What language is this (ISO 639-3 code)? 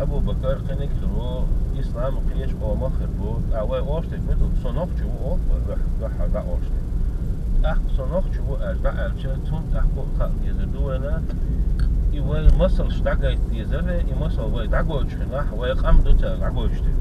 che